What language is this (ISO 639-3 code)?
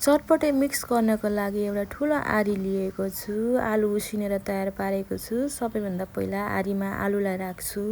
nep